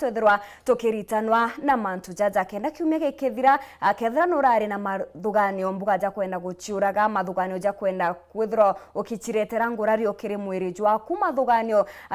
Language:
Meru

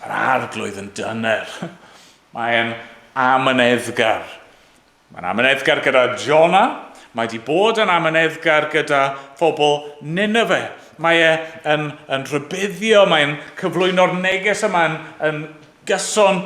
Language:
Welsh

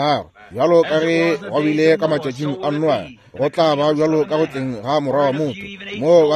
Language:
Northern Sotho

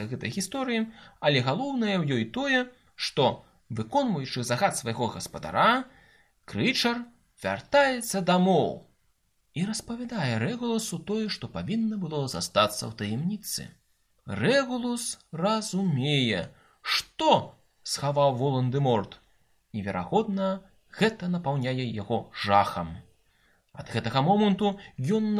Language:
Belarusian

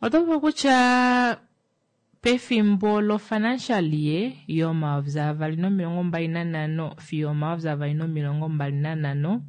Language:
Kuanyama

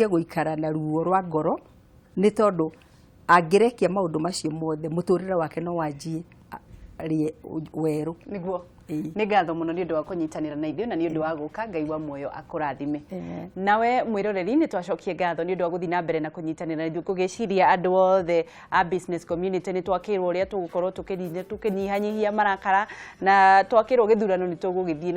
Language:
Kikuyu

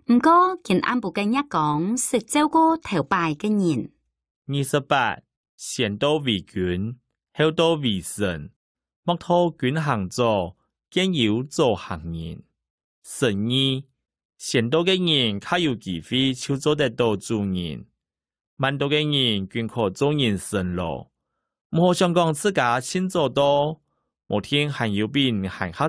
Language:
Hakka Chinese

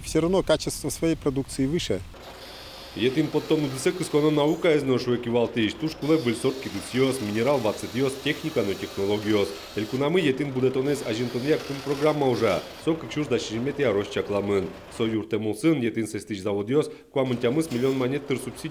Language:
Udmurt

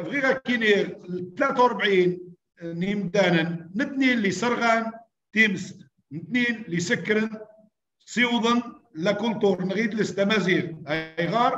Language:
Kabyle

